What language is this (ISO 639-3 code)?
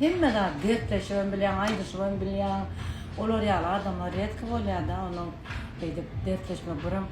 tuk